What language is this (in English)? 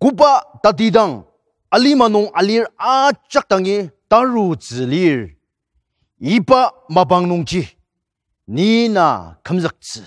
Ao Naga